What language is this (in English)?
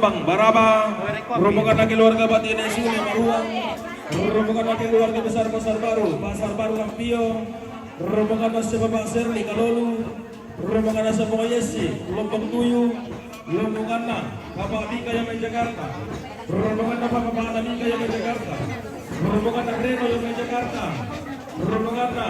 Toraja-Sa'dan